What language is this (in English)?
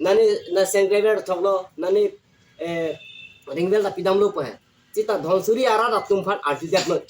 Karbi